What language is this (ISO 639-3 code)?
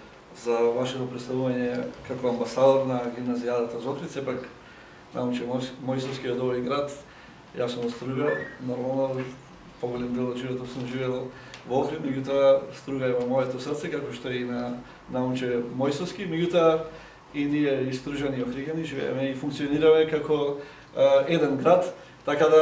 mkd